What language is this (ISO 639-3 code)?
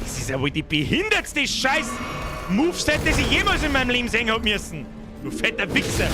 bar